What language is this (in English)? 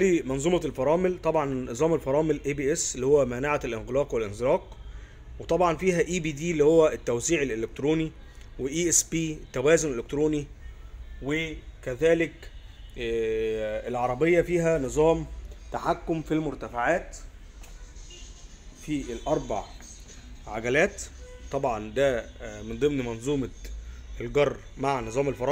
Egyptian Arabic